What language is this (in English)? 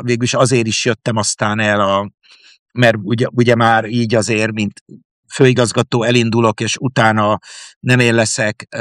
Hungarian